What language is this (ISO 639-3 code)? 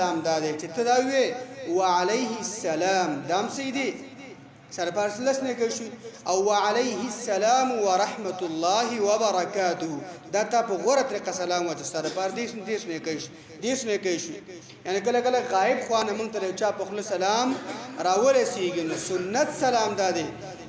pus